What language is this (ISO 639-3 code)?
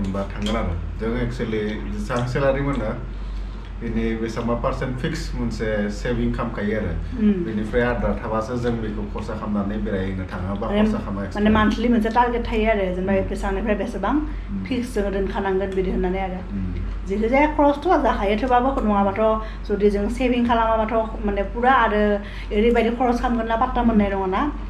brx